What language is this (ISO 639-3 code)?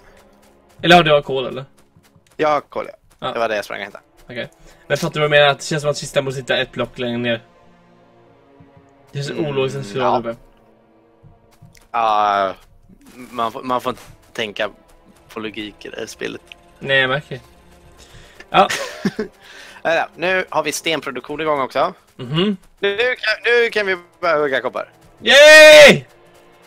swe